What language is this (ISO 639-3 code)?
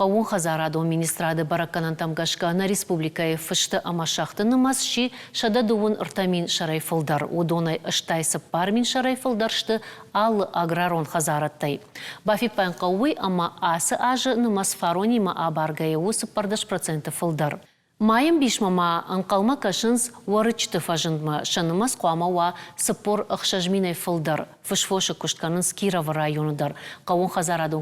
oss